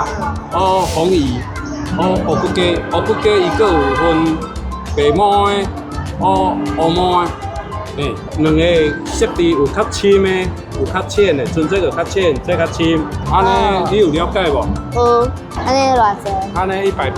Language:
Min Nan Chinese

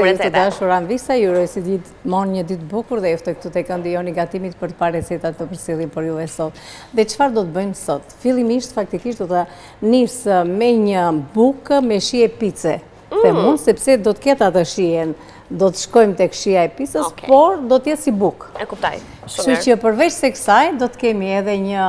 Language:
Albanian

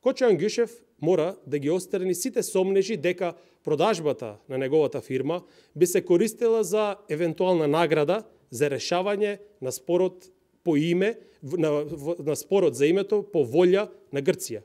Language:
Macedonian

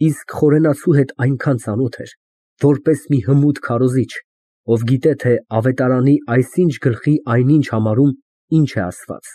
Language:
Armenian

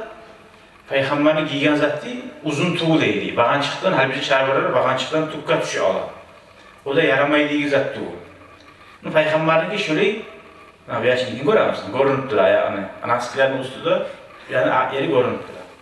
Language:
Kumyk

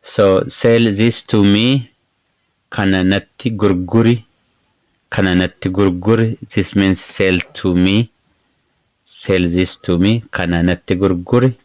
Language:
English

